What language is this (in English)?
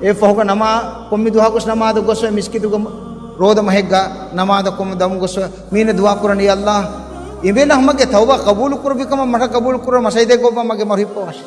Divehi